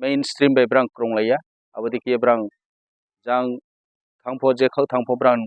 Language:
Kok Borok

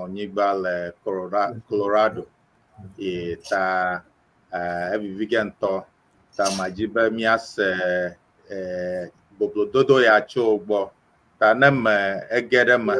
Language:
Ewe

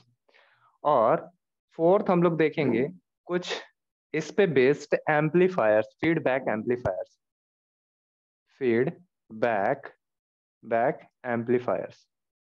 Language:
Hindi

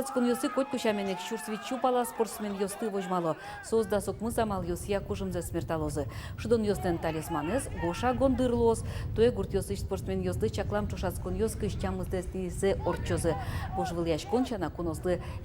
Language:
Udmurt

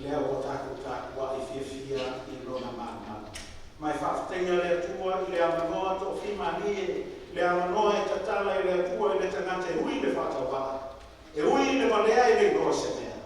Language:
Samoan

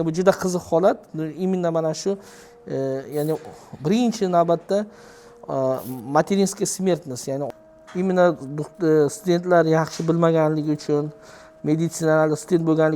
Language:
Uzbek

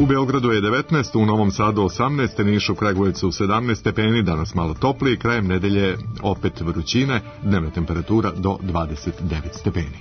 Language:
Serbian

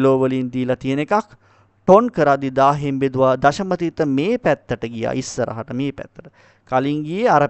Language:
Sinhala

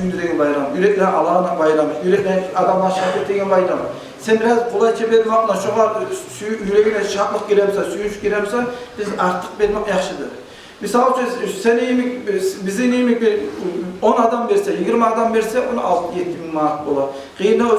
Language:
Kumyk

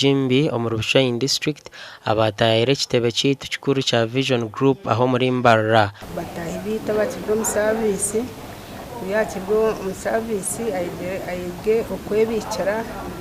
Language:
Nyankole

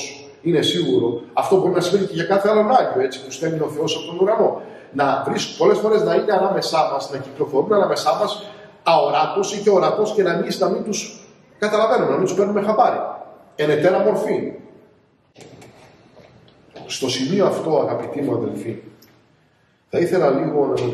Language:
Greek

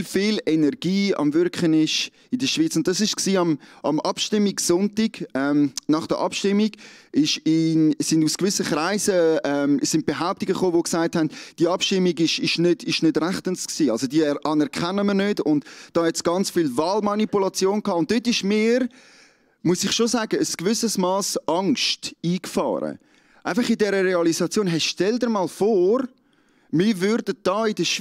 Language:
Swiss German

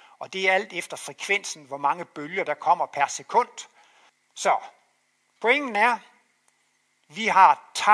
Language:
Danish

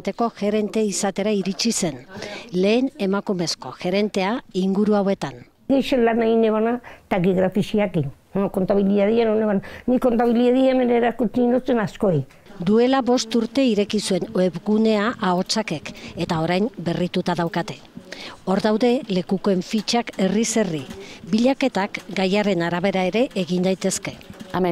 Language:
Basque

